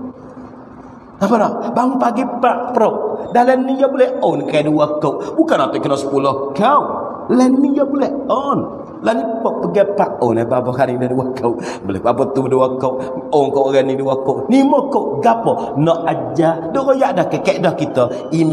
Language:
Pattani Malay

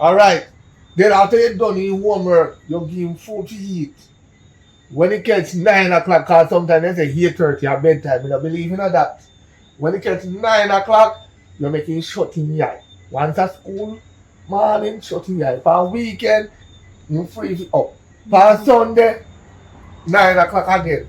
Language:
Jamaican Creole English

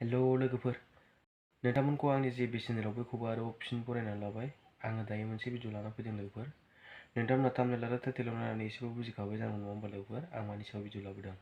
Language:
Bodo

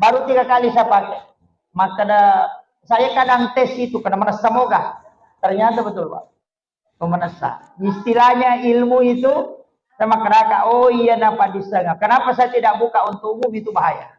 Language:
Buginese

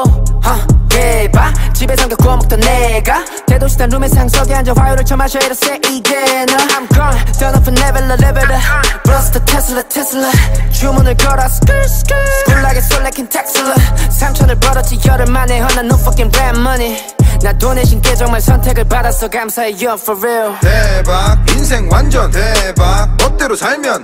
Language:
Korean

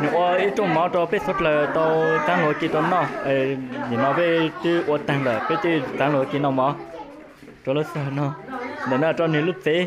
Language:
Hmong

